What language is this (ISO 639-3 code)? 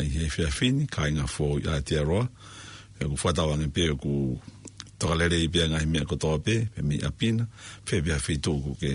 ton